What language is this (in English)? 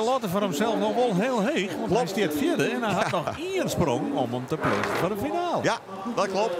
Western Frisian